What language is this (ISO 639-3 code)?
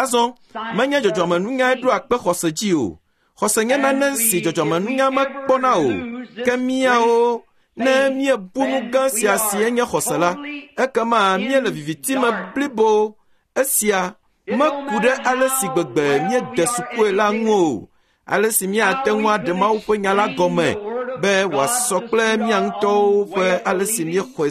ewe